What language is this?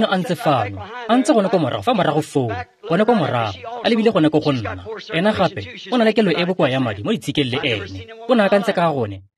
Tswana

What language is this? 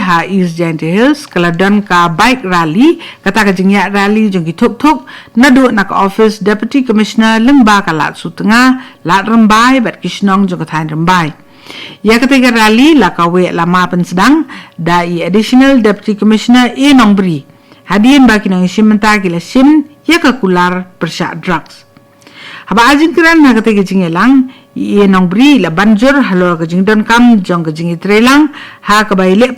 Khasi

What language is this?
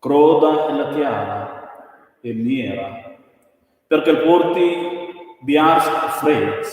Romansh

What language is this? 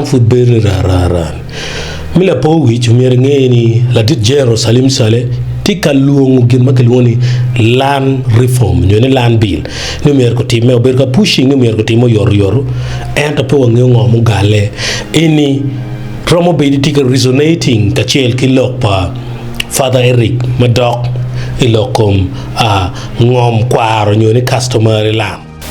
Acoli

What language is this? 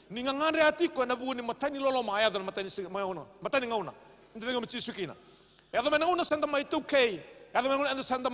Fijian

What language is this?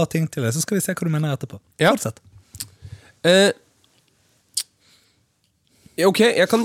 Norwegian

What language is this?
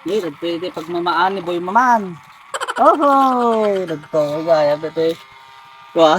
Iloko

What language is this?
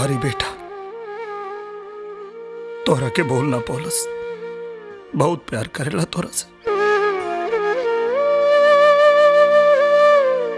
Bhojpuri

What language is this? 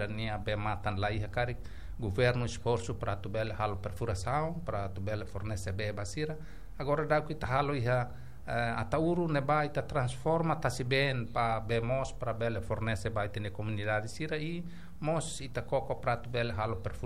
Tetum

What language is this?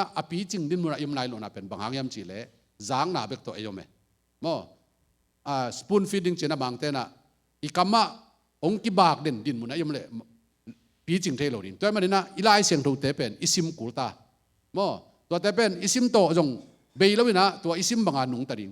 Tedim Chin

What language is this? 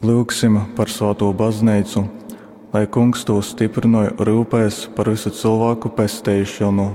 Latgalian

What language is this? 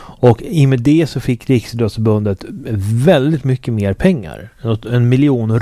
Swedish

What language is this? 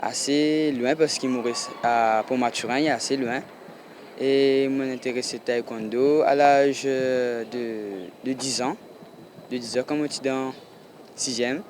Morisyen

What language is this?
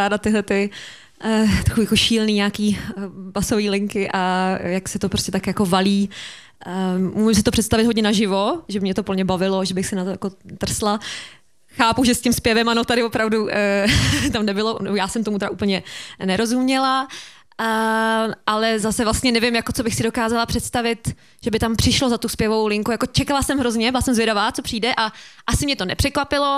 Czech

